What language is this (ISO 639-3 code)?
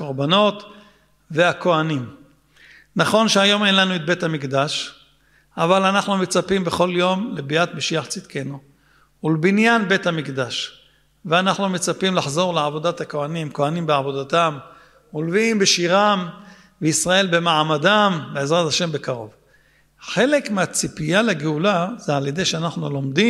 heb